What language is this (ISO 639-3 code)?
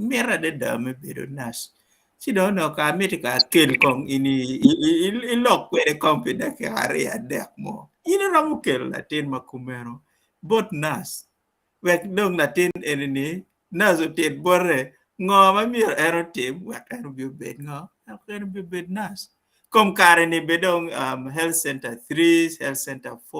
ach